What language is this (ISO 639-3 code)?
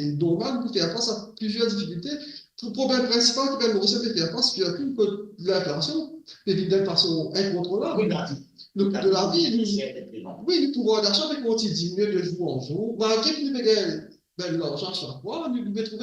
mfe